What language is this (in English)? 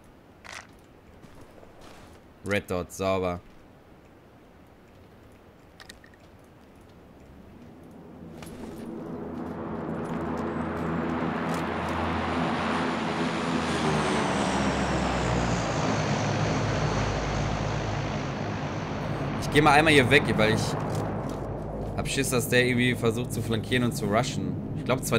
German